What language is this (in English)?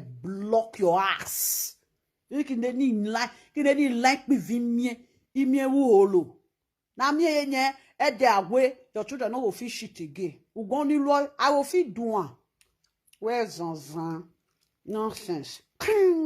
Nigerian Pidgin